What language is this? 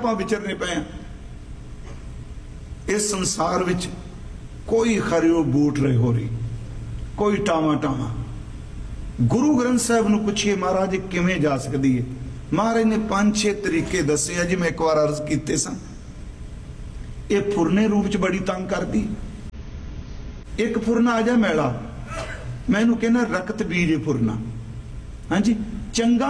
Punjabi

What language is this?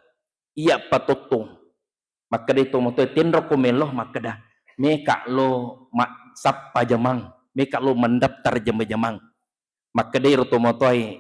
Buginese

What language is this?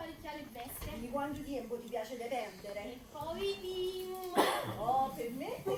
Neapolitan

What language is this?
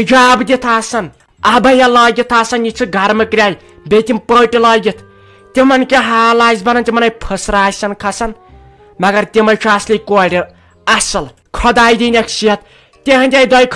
Kashmiri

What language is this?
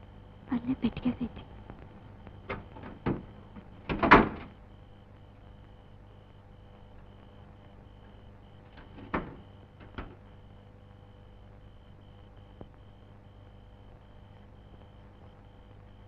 Kannada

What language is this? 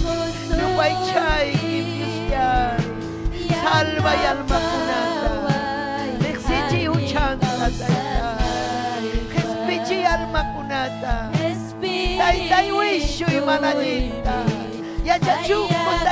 Ayacucho Quechua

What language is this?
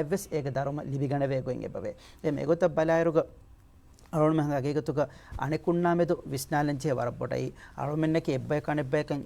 Divehi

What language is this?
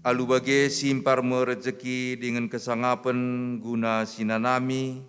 Batak Karo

